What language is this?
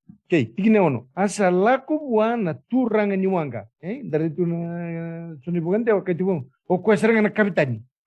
Fijian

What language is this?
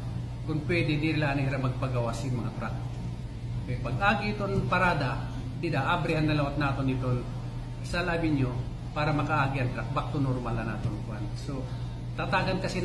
Waray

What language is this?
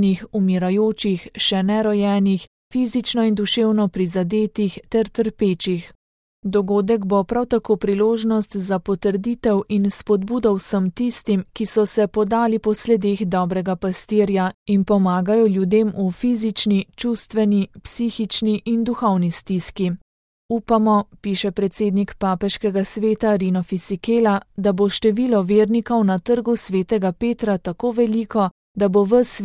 Slovenian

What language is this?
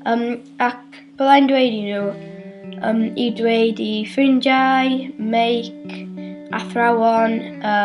Welsh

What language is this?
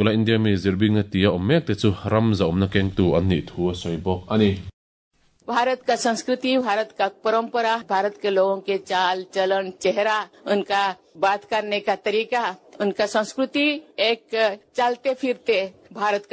Mizo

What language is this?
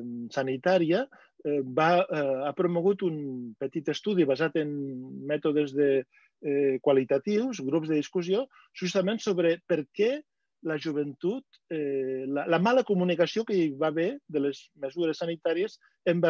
Catalan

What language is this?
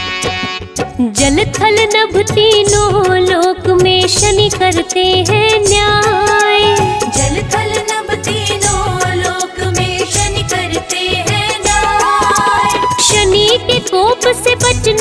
Hindi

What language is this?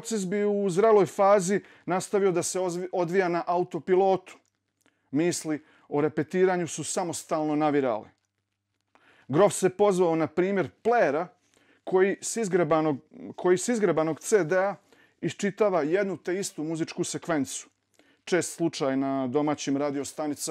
Bosnian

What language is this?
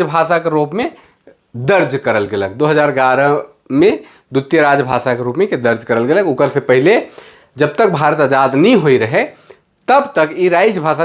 Sadri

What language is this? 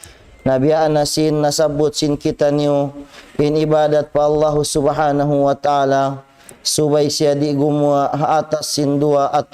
Tausug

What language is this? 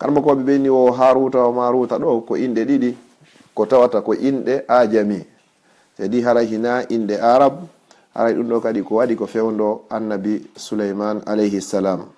Fula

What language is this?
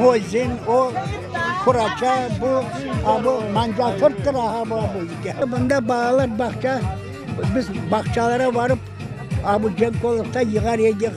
Crimean Tatar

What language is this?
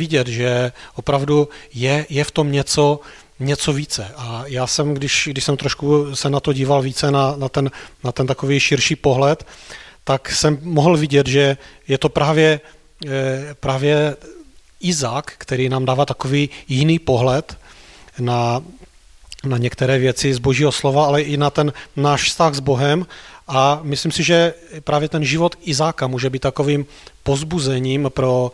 Czech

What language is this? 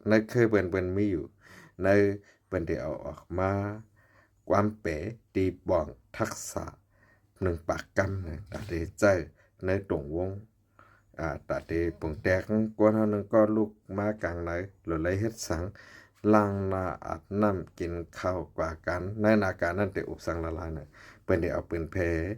Shan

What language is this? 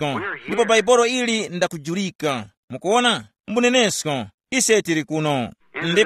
Tumbuka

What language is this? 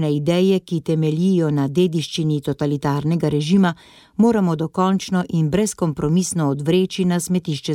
Slovenian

